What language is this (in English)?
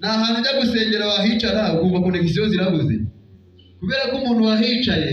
Kinyarwanda